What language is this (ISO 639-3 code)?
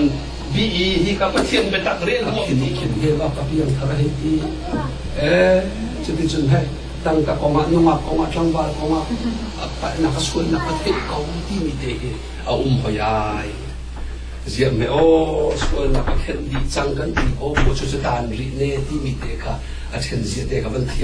cnh